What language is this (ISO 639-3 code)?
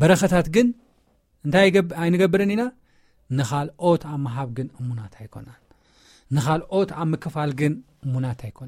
tir